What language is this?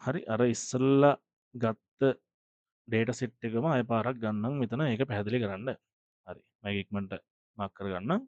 Sinhala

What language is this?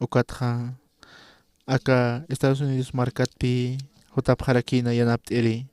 Aymara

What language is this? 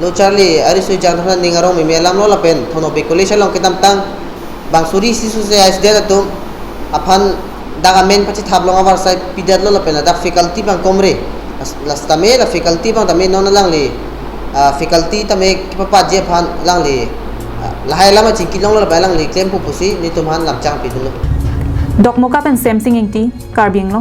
Karbi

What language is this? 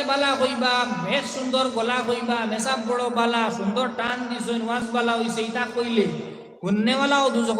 Sylheti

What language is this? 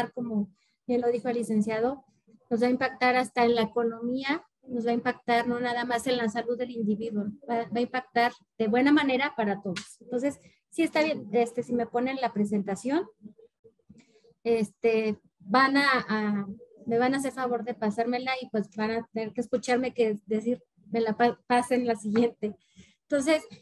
Spanish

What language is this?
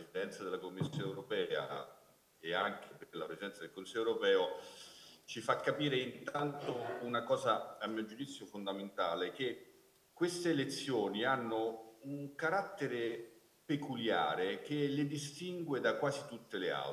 Italian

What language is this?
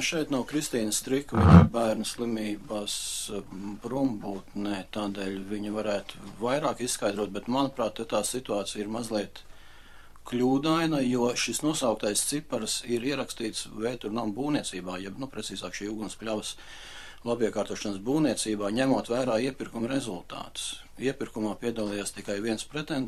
Latvian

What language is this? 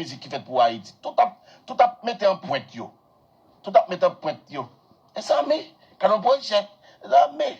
Haitian Creole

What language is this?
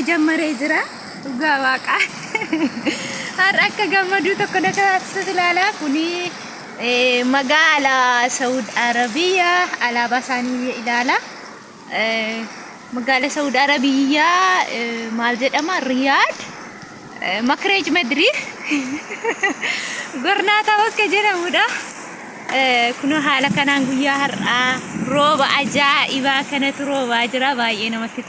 Oromo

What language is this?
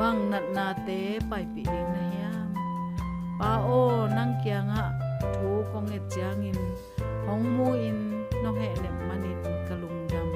Tedim Chin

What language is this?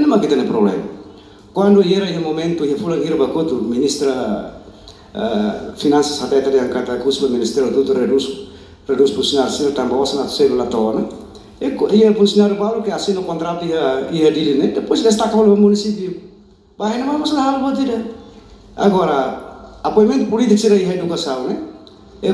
Tetum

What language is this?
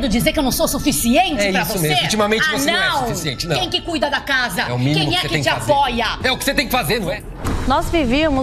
Portuguese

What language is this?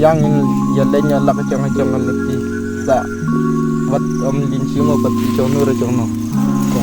Khasi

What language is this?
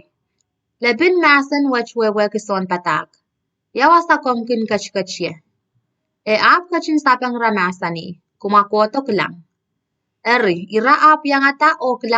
Pohnpeian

